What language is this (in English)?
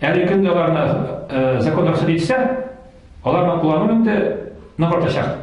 Tatar